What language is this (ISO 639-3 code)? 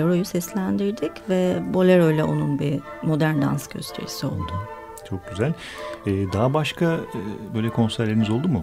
tur